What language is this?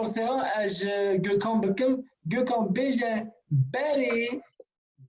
Kurdish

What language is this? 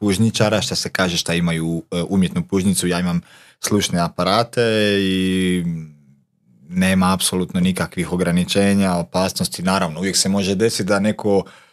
Croatian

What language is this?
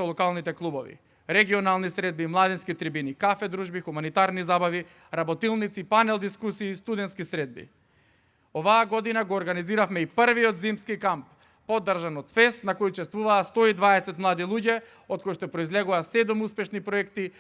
Macedonian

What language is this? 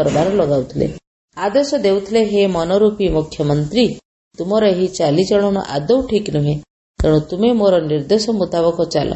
Odia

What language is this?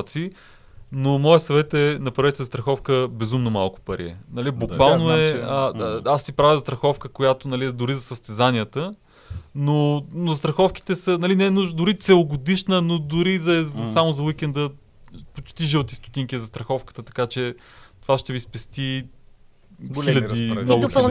Bulgarian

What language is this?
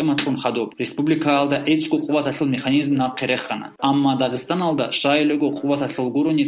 Avaric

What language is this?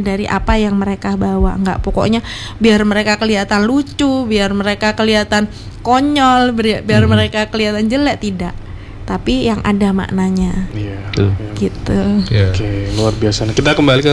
Indonesian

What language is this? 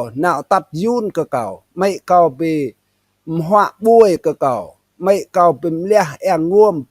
Rade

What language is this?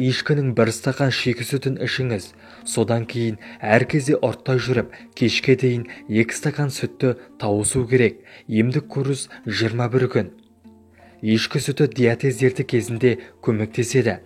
Kazakh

